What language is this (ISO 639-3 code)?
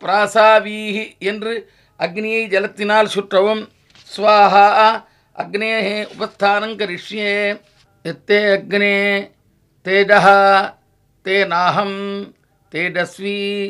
tam